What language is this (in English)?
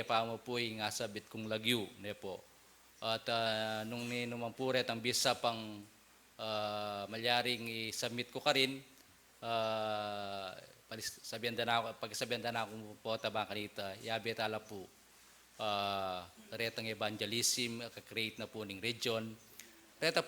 Pampanga